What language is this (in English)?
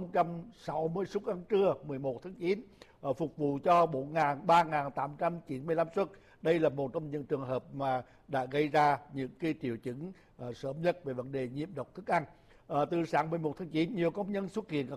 Vietnamese